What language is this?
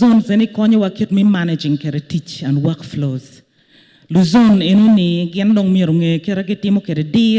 Acoli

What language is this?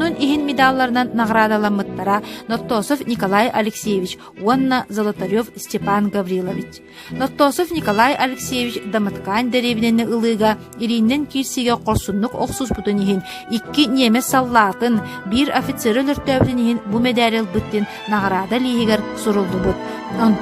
Yakut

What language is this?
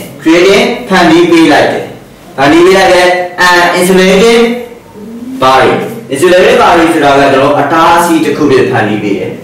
Burmese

